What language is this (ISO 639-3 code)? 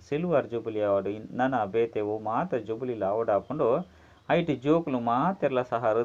tcy